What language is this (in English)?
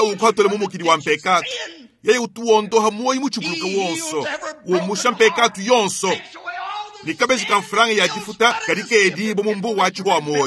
Luba-Lulua